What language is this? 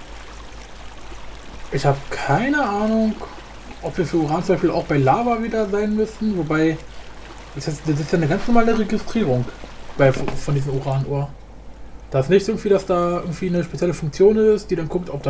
German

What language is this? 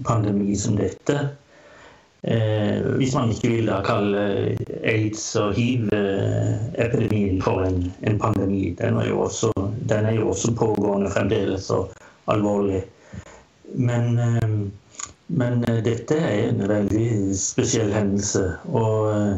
Norwegian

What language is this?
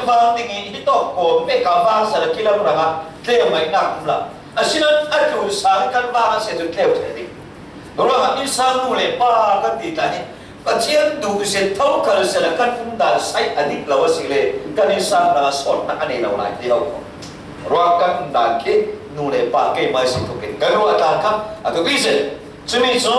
Falam Chin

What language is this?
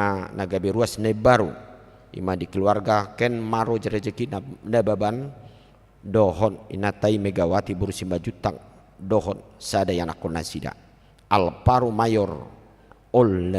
Batak Toba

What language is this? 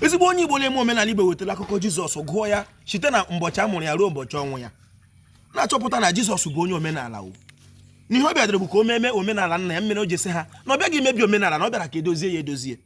Igbo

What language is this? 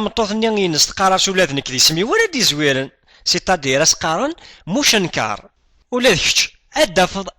Kabyle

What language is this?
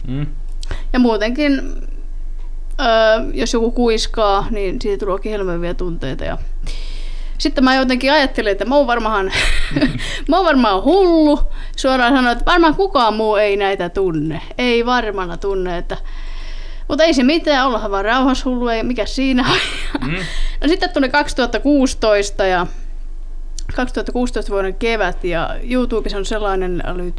Finnish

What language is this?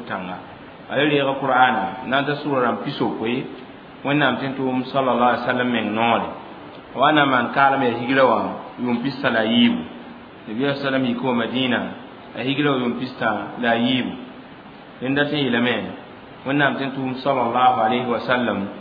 Mossi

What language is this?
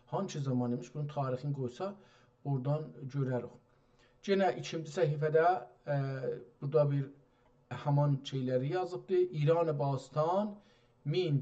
South Azerbaijani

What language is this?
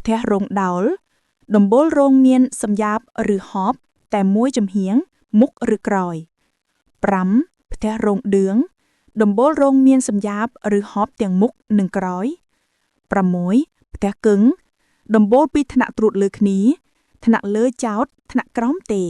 Khmer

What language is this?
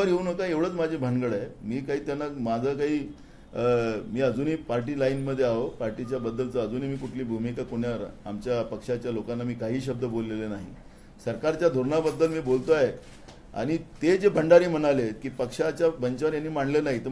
Marathi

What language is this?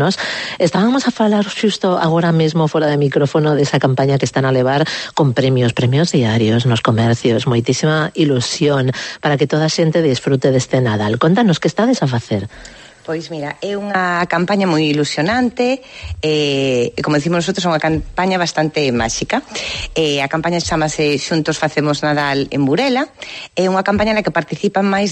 Galician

